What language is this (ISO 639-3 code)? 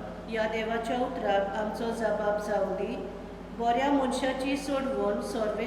kok